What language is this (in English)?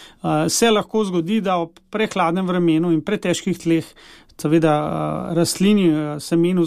Slovenian